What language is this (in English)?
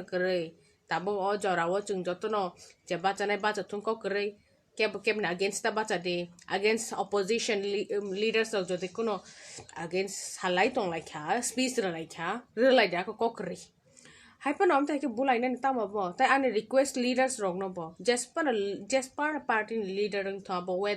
Kok Borok